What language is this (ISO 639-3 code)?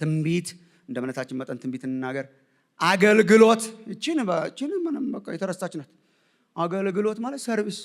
amh